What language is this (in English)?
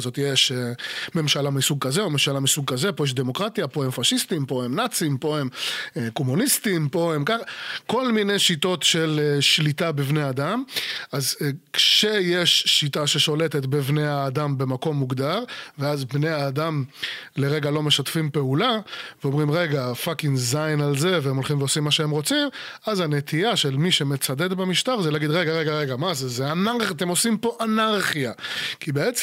Hebrew